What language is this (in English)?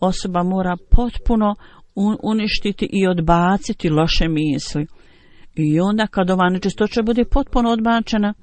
Bosnian